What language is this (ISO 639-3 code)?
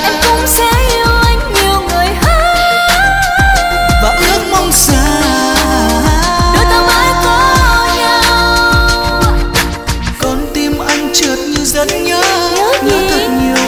vie